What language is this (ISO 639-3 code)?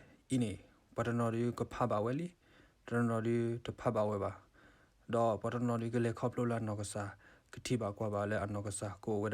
ksw